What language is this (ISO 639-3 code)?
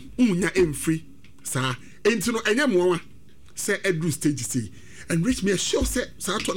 aka